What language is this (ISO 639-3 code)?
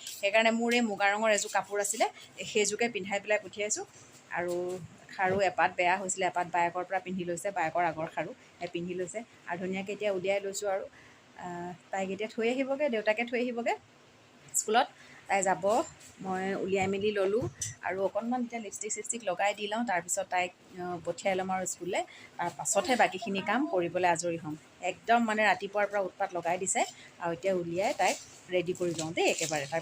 asm